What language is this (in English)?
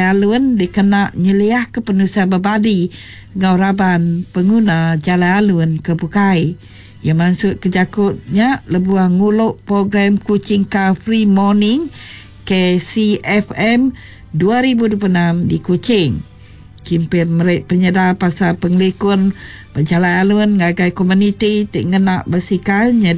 Iban